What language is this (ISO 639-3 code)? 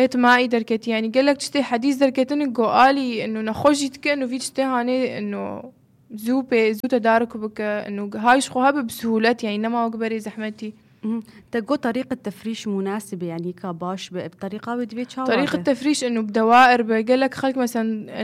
apc